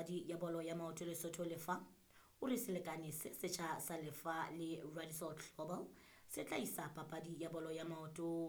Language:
Southern Sotho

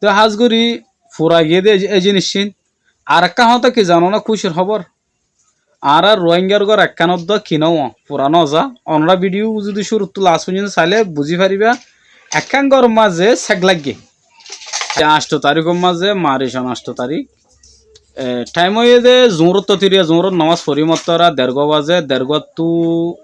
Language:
Rohingya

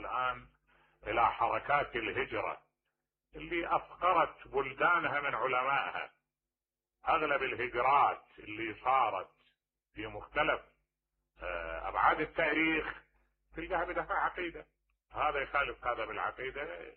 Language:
Mesopotamian Arabic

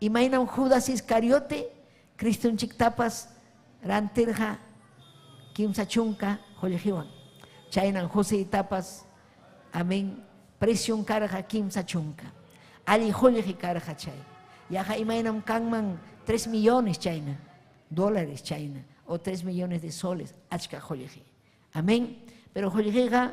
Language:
Ayacucho Quechua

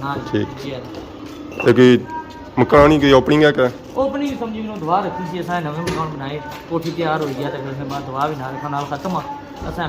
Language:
Pahari-Potwari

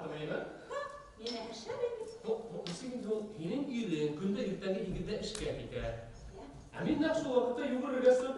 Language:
Bashkir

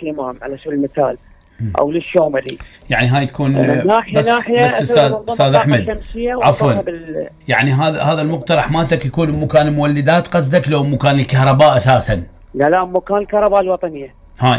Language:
Mesopotamian Arabic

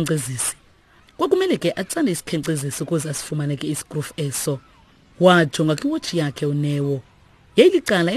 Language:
Xhosa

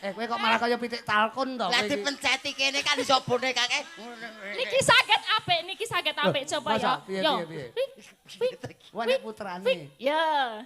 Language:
Javanese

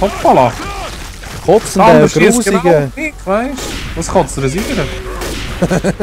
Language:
Swiss German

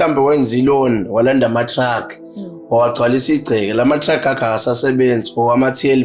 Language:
Zulu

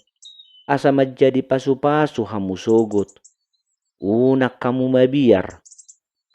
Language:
Batak Toba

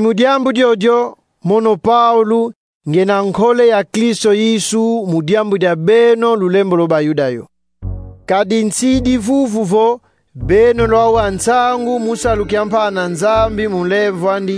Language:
Kongo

